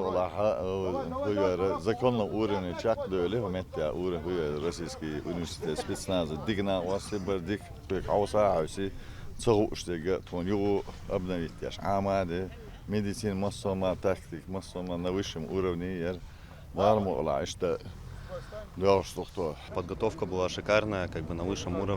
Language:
Chechen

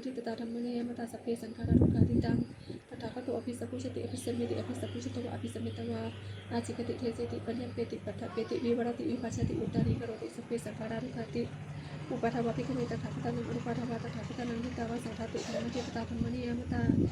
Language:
Pali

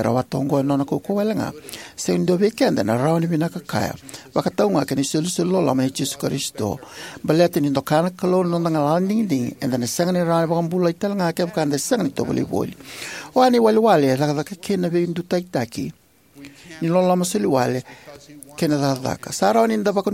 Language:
Fijian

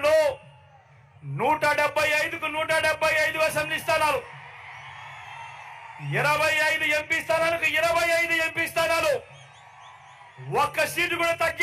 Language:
Telugu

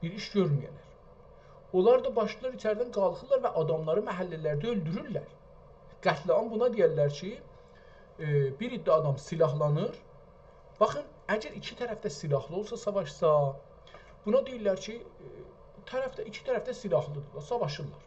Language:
South Azerbaijani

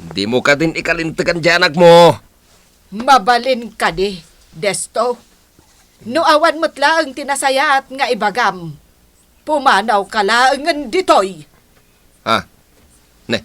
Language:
Iloko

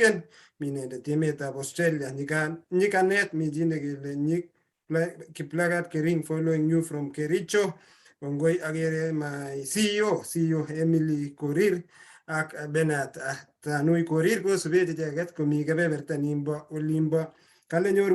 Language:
Kalenjin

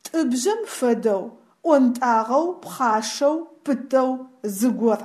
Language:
Adyghe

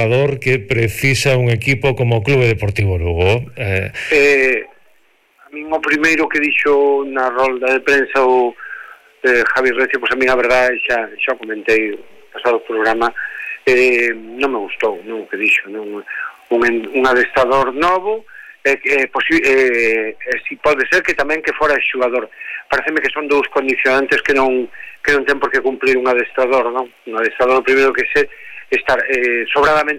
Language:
Galician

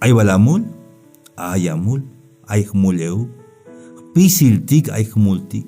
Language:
Tzeltal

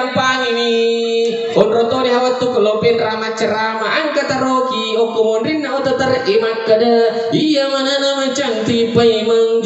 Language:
Buginese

